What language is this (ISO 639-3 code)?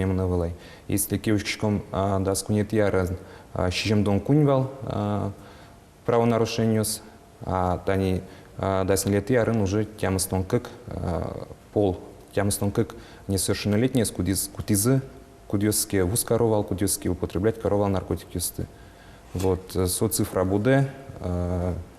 udm